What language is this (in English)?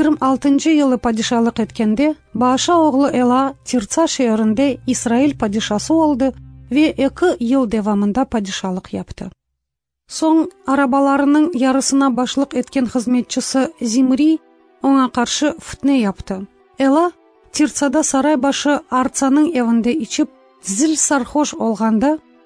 Crimean Tatar